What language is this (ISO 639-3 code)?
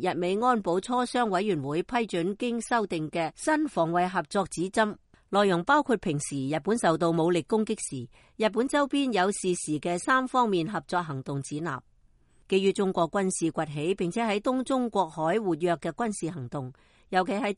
yue